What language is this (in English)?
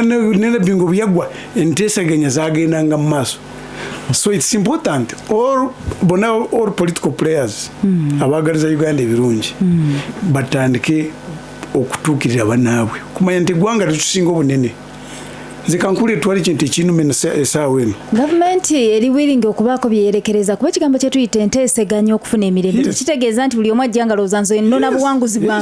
Ganda